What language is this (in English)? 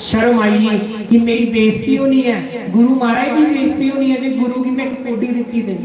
Dogri